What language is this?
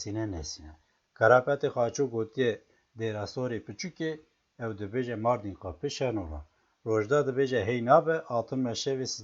Kurdish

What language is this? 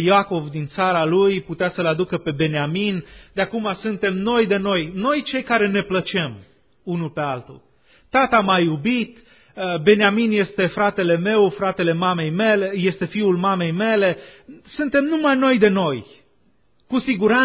Romanian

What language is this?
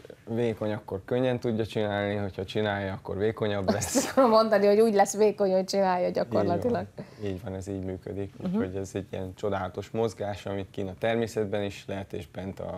Hungarian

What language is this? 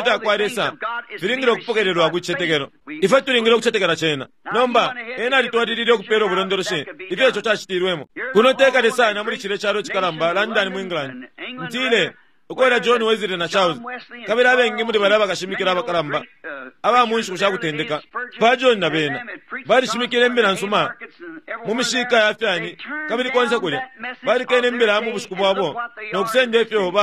Bemba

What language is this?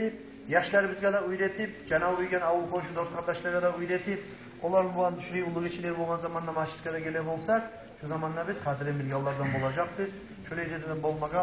Kumyk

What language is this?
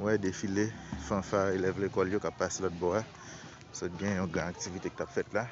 Haitian Creole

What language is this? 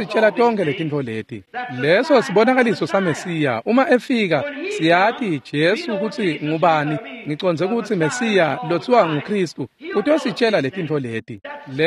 Swati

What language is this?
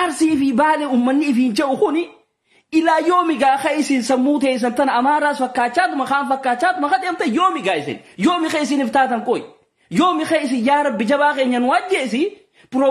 Oromo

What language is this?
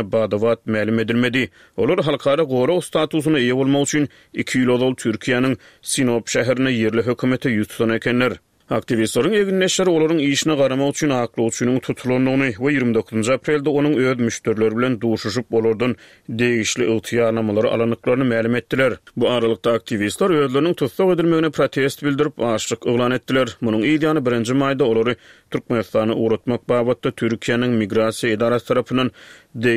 Turkmen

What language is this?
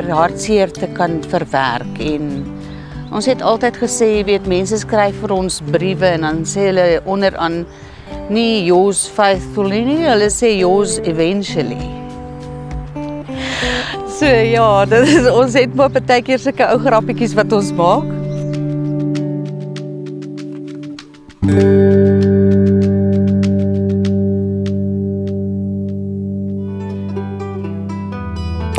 Afrikaans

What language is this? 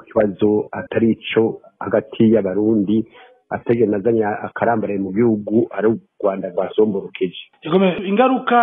Rundi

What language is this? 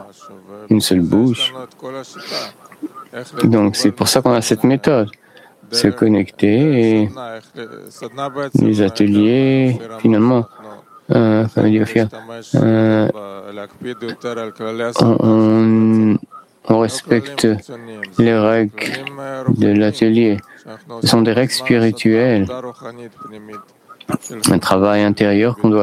French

